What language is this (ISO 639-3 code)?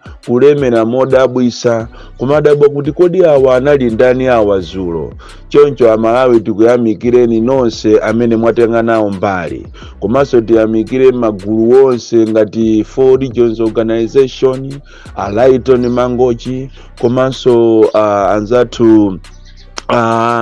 nya